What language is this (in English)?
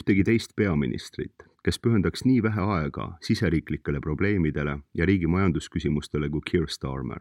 Estonian